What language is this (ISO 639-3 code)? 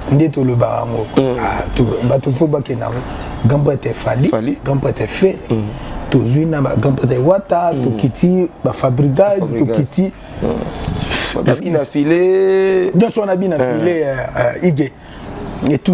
lin